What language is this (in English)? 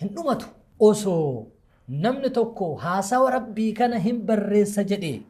Oromo